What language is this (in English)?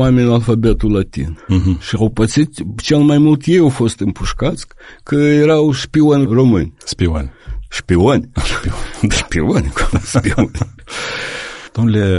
Romanian